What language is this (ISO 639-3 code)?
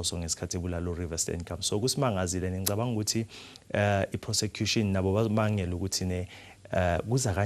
zul